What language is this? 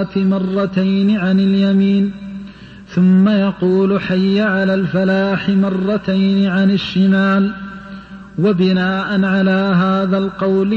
Arabic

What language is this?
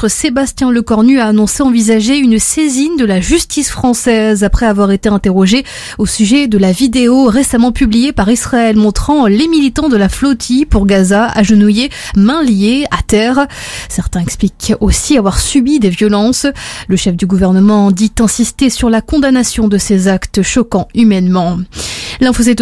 French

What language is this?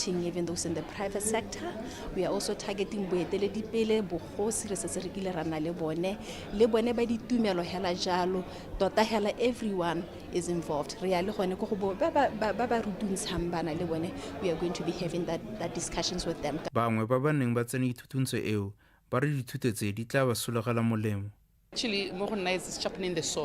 Tswana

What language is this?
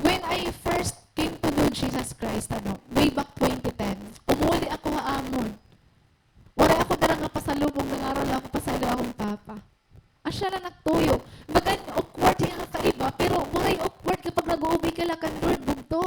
Waray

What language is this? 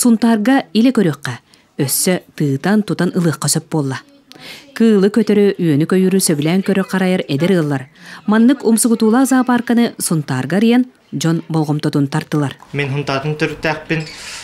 Yakut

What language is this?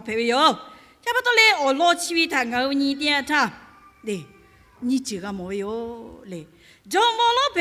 Lahu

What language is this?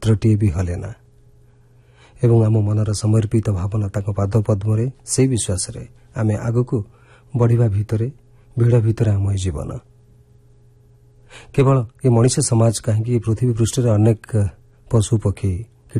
Odia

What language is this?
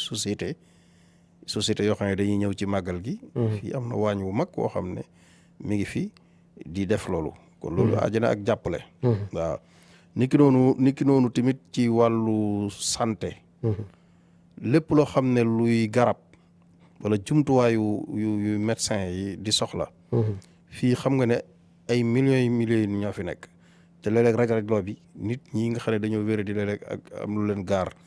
Wolof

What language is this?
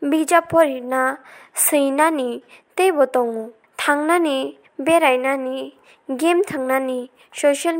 Kok Borok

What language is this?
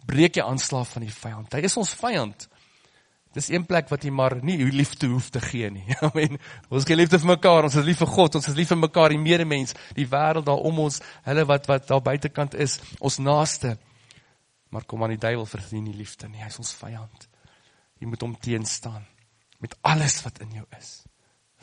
Afrikaans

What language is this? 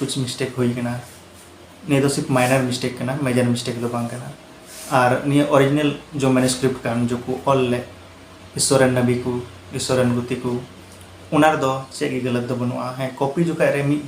Santali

